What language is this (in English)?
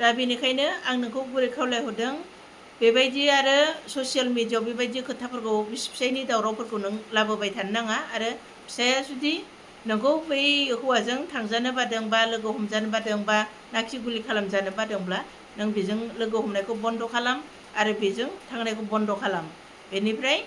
Bodo